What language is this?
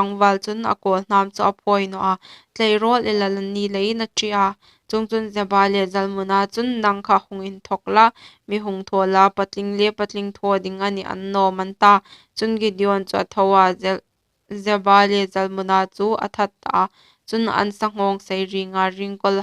Hmar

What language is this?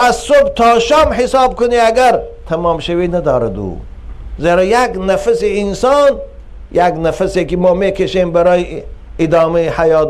Tajik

